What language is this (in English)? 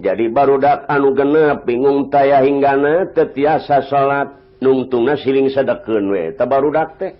Sundanese